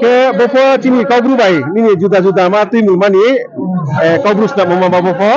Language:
Riang (India)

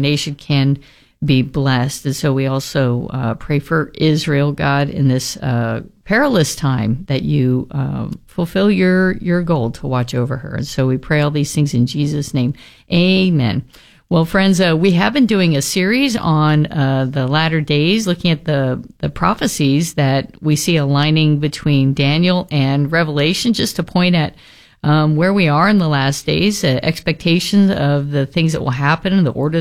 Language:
English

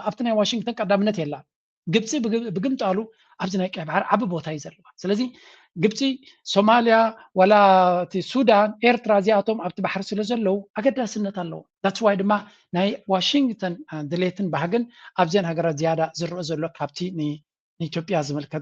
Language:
Tigrinya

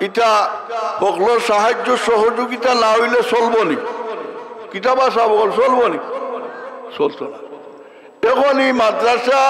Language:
Sylheti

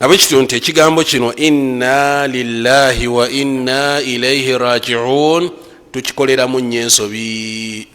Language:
Ganda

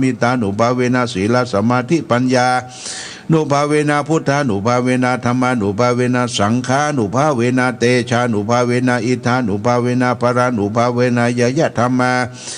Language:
Pali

